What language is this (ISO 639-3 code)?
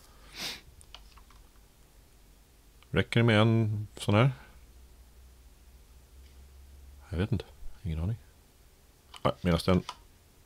swe